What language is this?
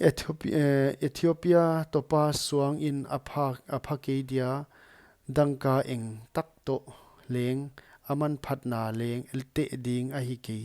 Paite Chin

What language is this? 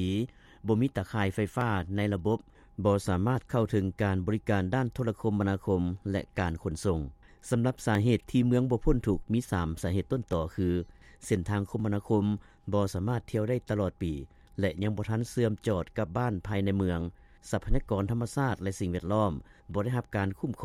Lao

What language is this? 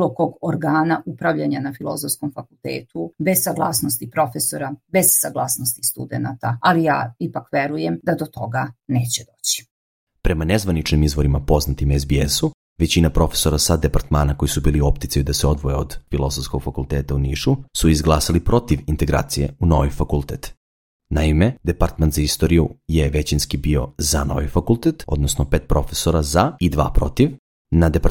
Serbian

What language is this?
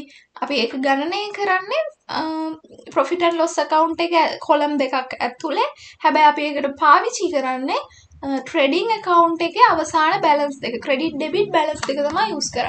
Sinhala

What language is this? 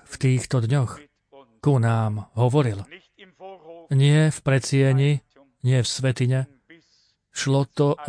Slovak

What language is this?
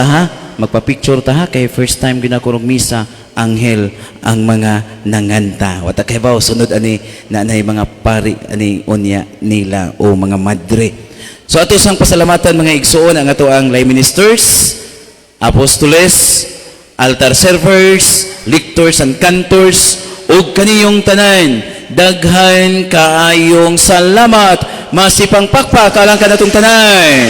Cebuano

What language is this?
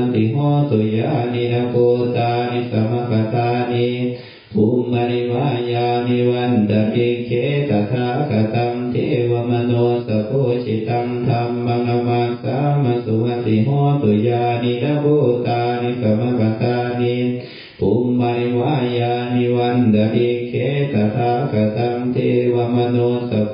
Pali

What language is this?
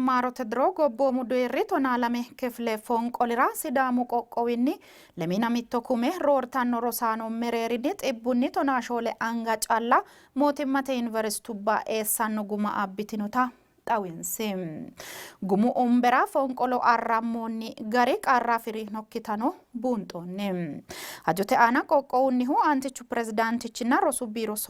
Sidamo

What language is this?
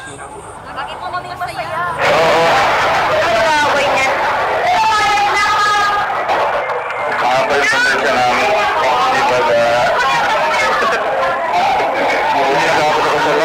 Filipino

